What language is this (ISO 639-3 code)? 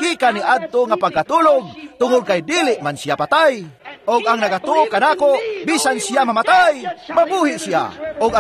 ceb